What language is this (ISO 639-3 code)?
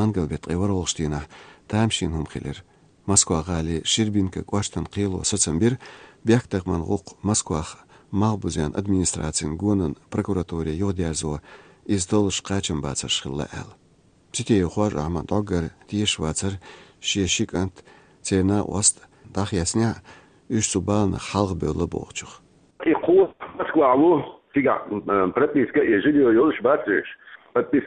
che